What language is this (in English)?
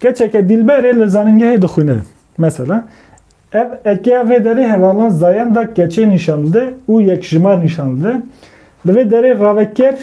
Kurdish